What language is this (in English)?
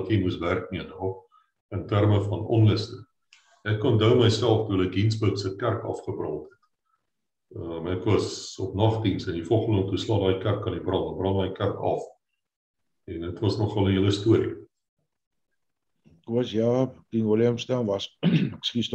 Afrikaans